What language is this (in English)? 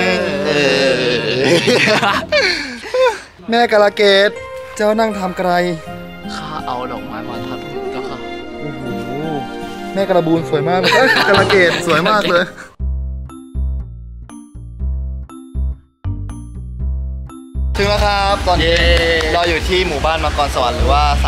Thai